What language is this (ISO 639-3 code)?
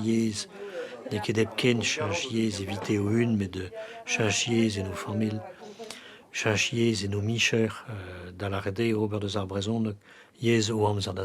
bre